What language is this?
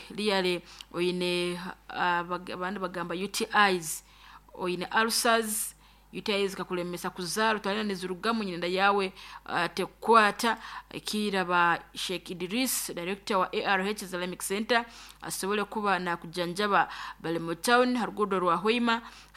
Nyoro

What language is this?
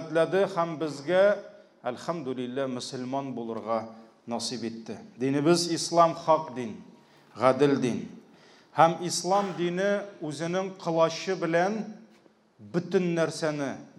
Tatar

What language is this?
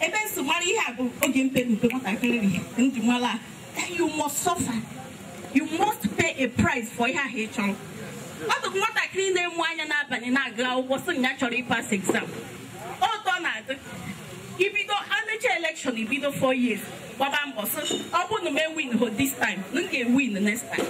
Igbo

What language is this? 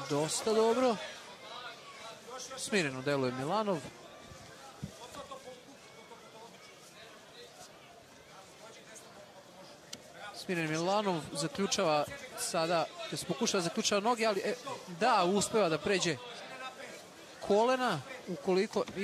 Serbian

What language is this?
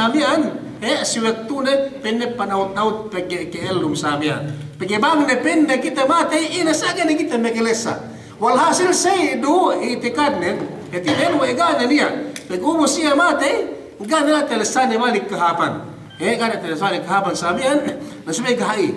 Yakan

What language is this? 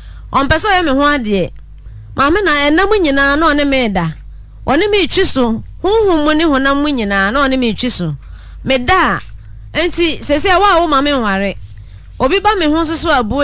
Akan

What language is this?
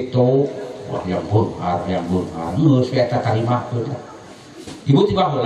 Sundanese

